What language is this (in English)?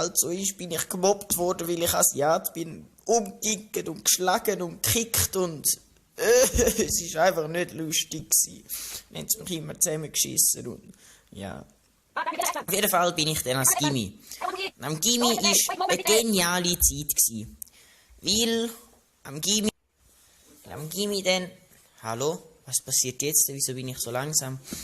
Swiss German